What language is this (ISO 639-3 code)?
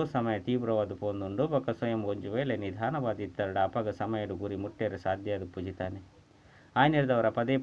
tcy